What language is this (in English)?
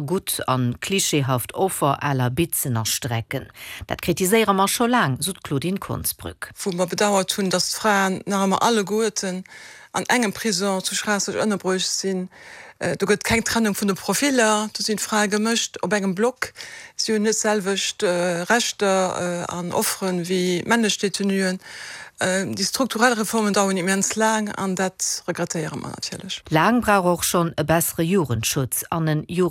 Luxembourgish